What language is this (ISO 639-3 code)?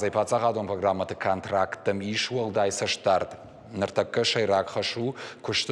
oss